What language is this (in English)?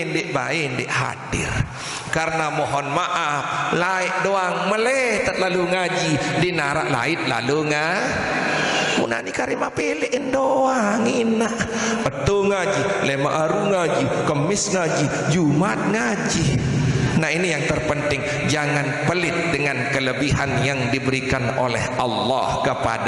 Sasak